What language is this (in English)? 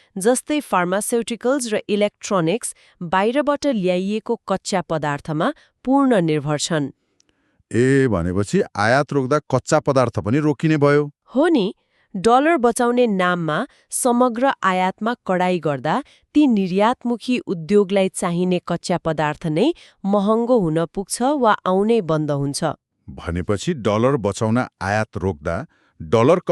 Nepali